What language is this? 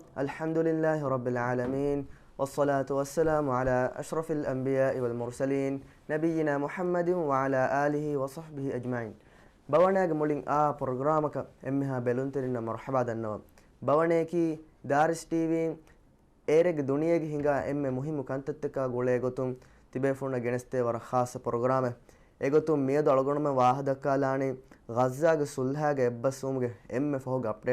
Divehi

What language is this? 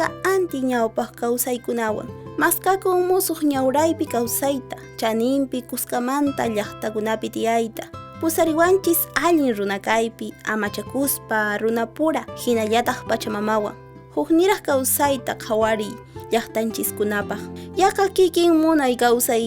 Quechua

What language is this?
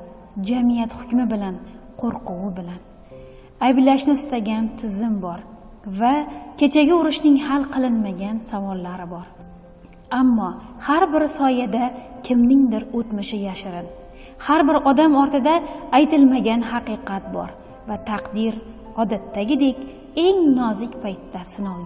Uzbek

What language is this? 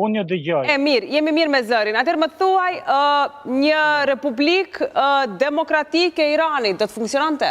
Albanian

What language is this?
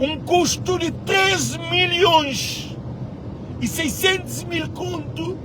Kabuverdianu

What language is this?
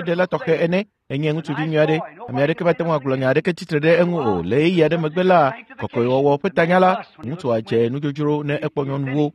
Ewe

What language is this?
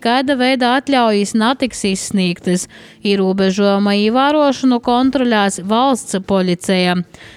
Latvian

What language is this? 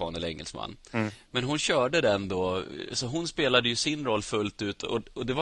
Swedish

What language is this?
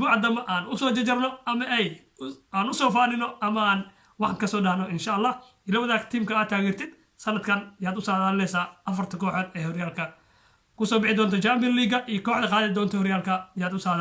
Somali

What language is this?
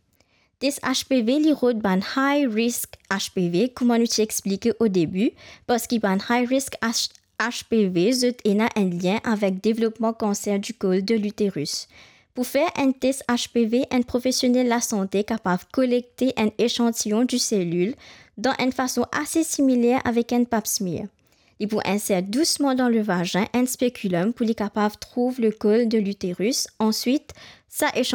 Morisyen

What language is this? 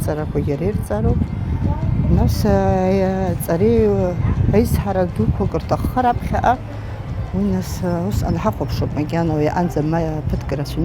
Abkhazian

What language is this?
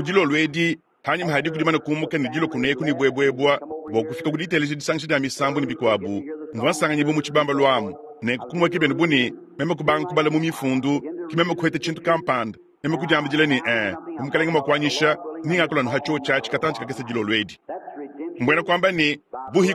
Luba-Lulua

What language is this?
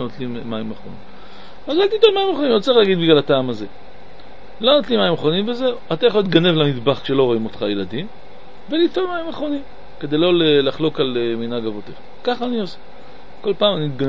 Hebrew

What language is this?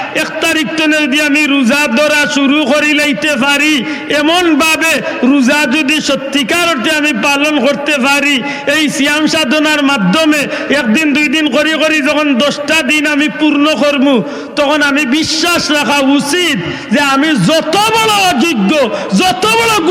Sylheti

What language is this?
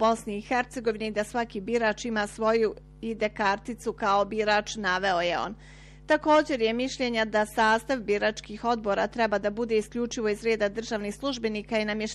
Bosnian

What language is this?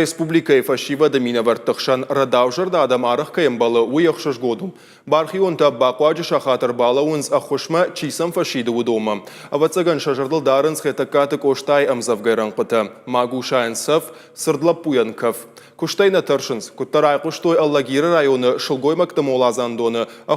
Ossetic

